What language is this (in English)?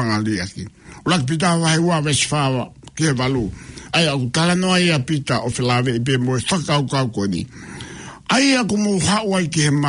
Tongan